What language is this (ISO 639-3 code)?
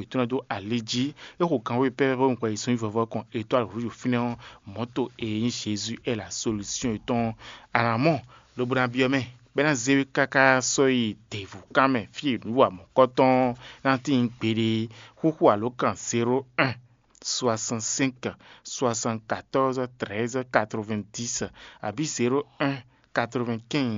fon